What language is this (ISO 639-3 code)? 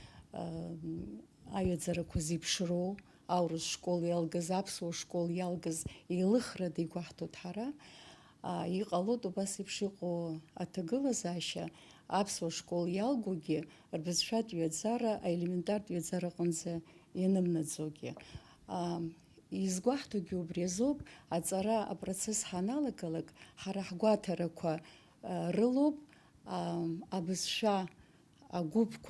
abk